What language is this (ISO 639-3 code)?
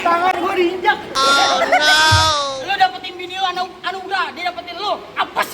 bew